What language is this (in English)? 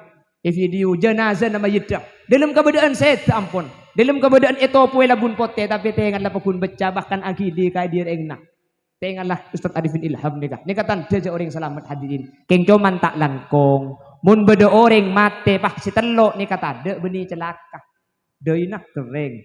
Madurese